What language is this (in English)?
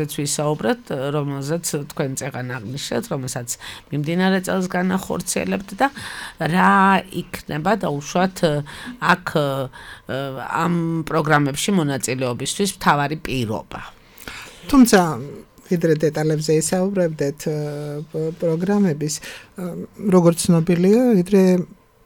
Georgian